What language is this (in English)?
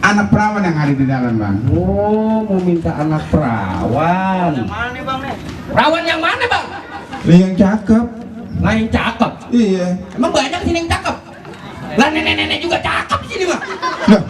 Betawi